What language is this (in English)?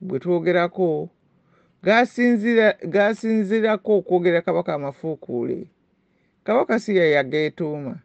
Ganda